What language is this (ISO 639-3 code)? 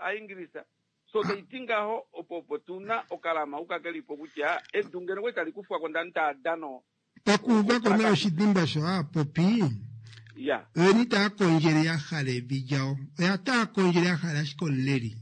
kua